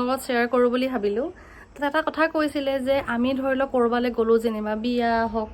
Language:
Assamese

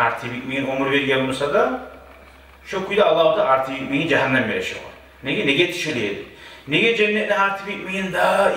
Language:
Kumyk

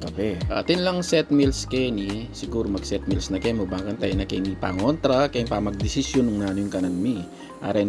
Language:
Pampanga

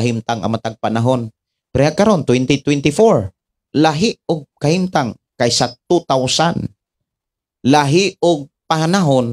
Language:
Cebuano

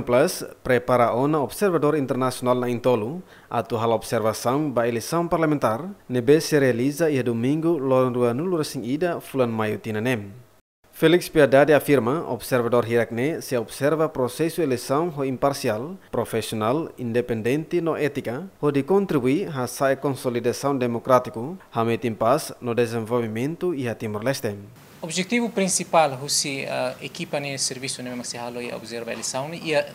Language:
Tetum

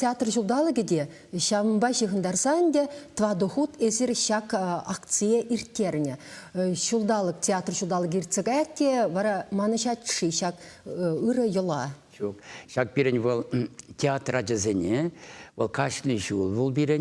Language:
Chuvash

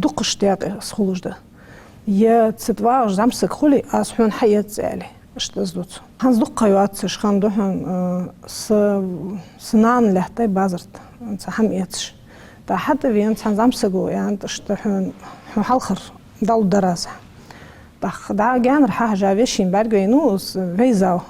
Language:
Ingush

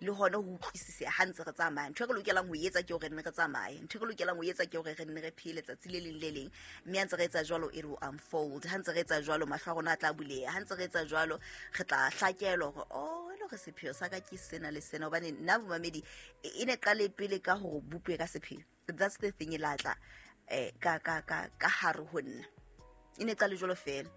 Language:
Southern Sotho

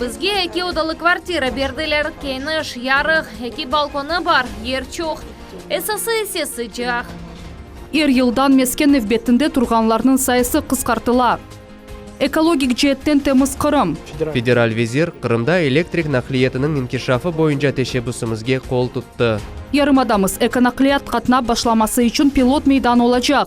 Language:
Crimean Tatar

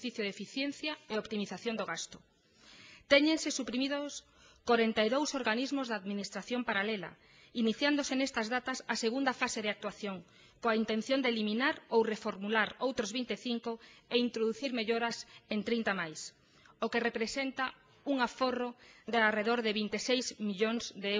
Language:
Galician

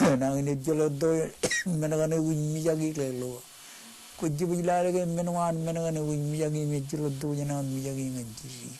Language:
Marshallese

